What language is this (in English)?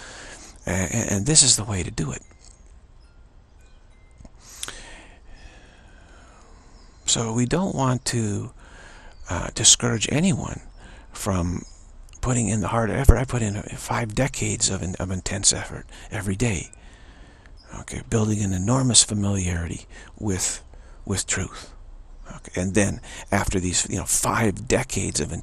English